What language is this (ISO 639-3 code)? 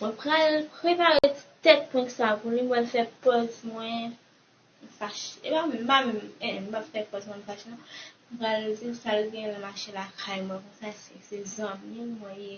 hat